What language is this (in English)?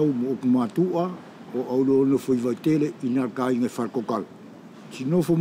East Futuna